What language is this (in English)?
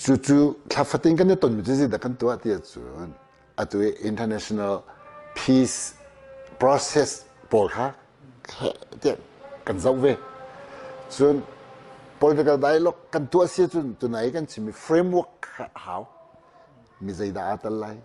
Hakha Chin